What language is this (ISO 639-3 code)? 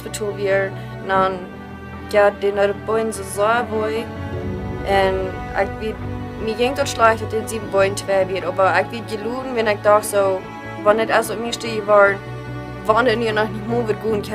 pdt